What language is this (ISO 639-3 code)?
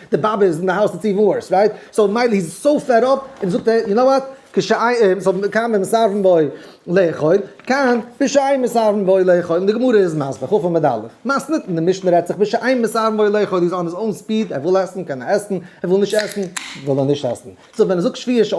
yid